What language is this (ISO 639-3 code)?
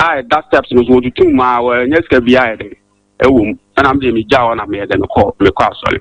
aka